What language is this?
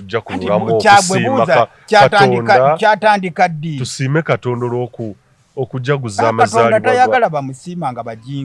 Ganda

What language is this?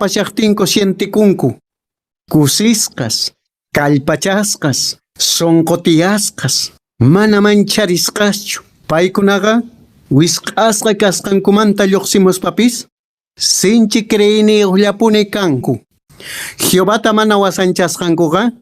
Quechua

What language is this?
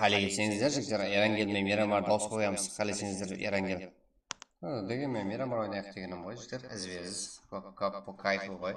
Kara-Kalpak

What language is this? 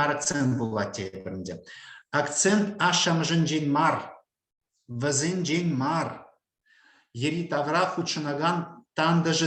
Chuvash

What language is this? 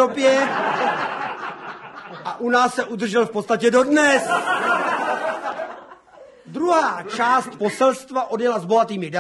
Czech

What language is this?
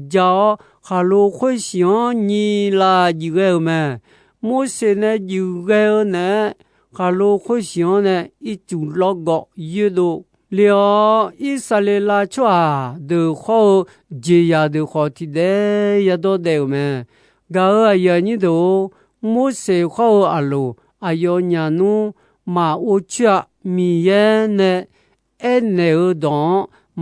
Akha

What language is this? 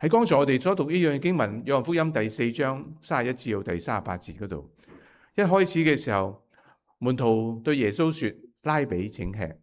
Cantonese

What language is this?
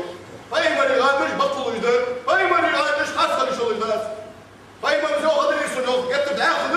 Ingush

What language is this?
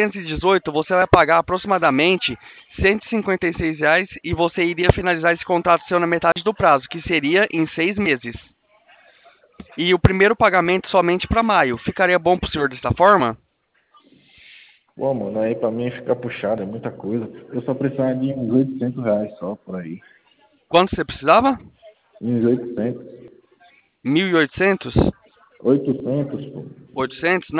Portuguese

